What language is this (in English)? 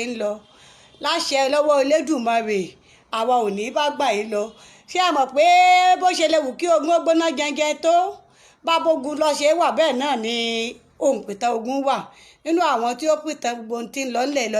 Yoruba